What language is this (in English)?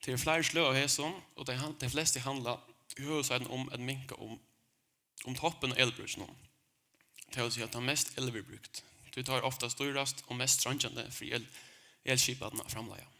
Faroese